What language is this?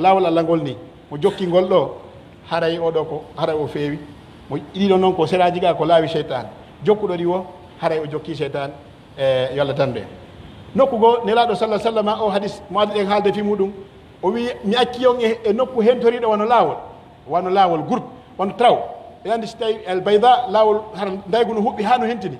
Pular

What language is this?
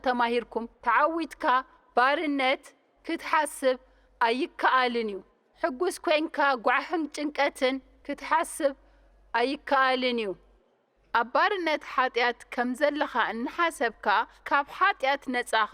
Tigrinya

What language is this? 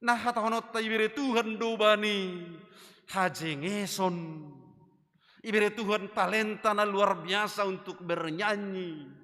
Batak Simalungun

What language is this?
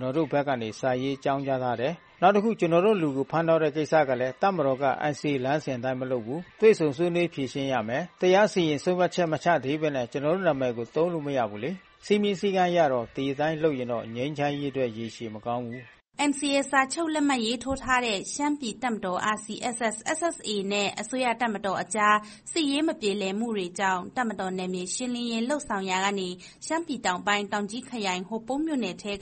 Burmese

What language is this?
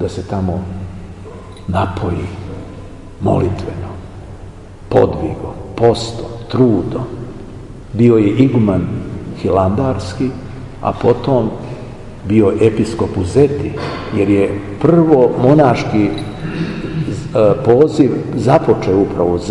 Serbian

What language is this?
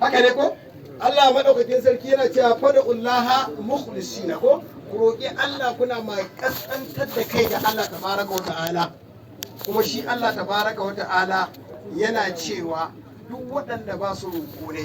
Hausa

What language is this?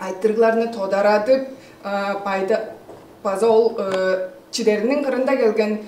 Tuvinian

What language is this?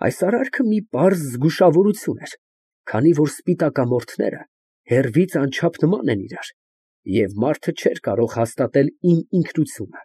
Armenian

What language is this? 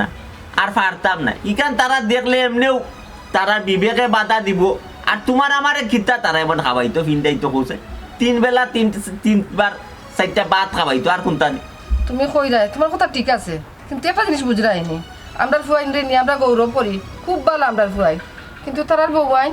Sylheti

